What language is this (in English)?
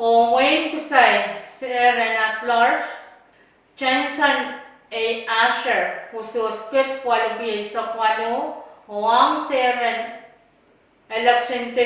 Pohnpeian